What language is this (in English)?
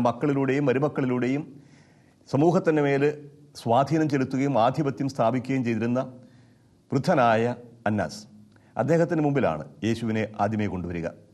Malayalam